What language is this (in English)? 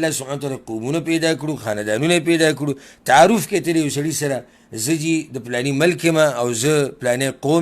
Pashto